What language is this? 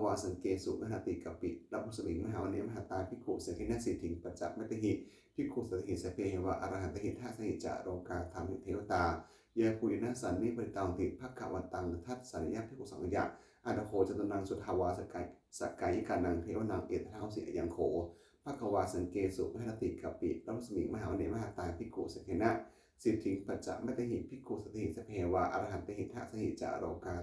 Pali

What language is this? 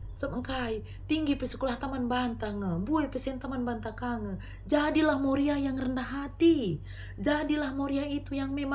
Batak Karo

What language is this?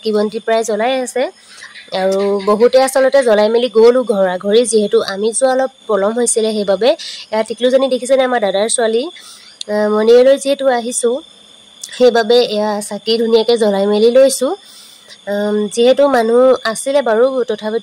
Assamese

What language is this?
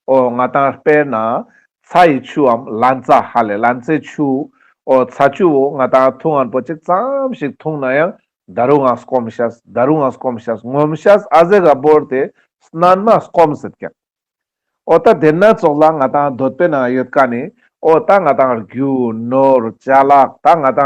Ladakhi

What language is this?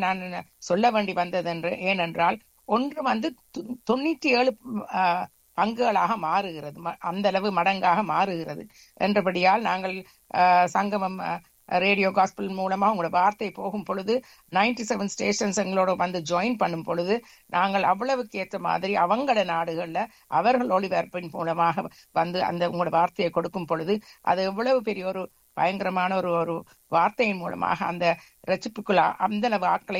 Tamil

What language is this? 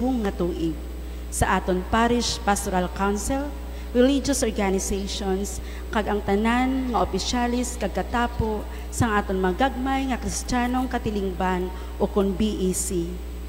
Hiligaynon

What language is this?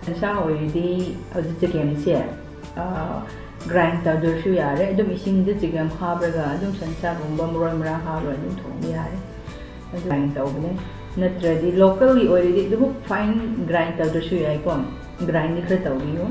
Manipuri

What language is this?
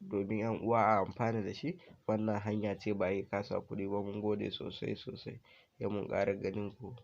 Hausa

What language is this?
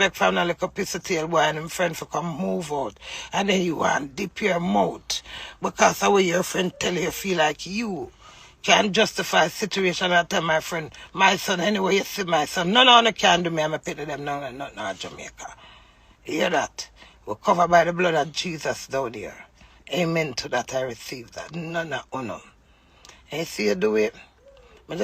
Jamaican Creole English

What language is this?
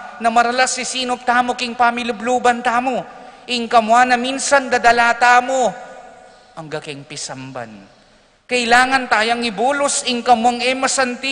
Pampanga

